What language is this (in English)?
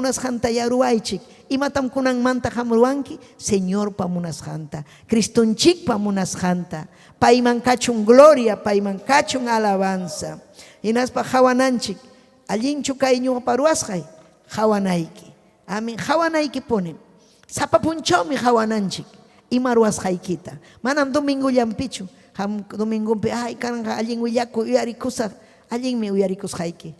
Ayacucho Quechua